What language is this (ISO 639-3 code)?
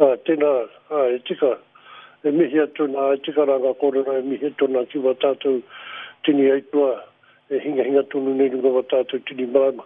mri